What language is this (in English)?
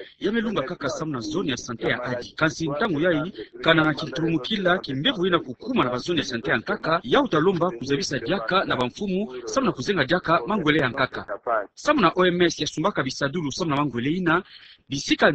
Kituba (Democratic Republic of Congo)